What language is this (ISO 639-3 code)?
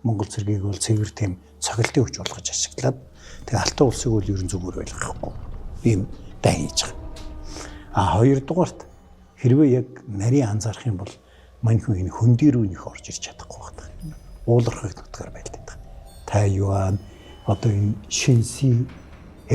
mon